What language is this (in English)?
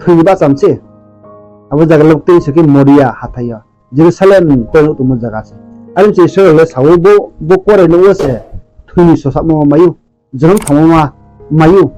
Riang (India)